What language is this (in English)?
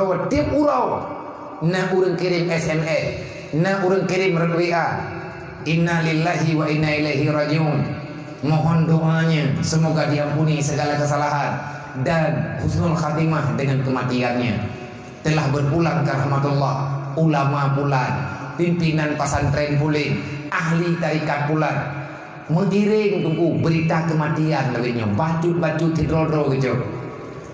Achinese